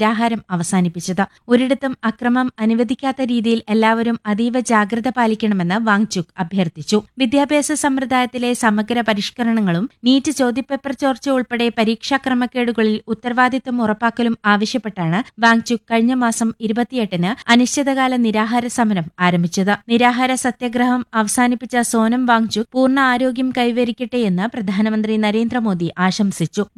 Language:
Malayalam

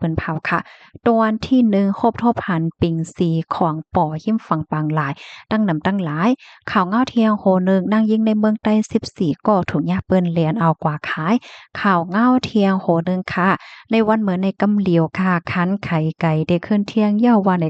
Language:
Shan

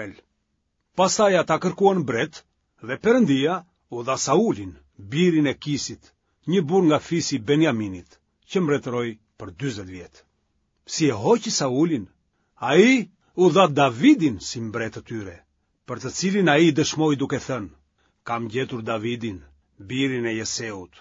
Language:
Albanian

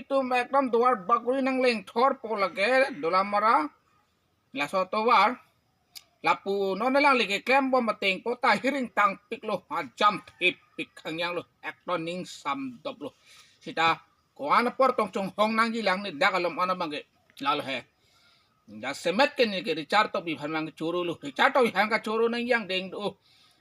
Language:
Karbi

